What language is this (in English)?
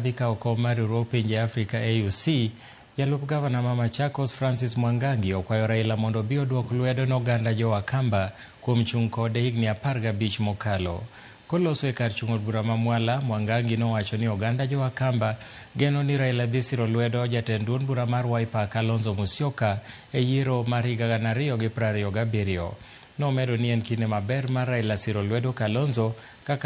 Luo (Kenya and Tanzania)